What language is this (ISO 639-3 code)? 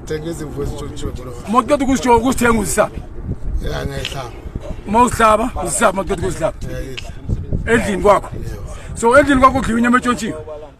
zul